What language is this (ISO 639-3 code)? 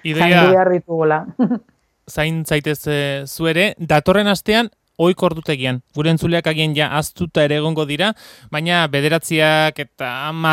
eus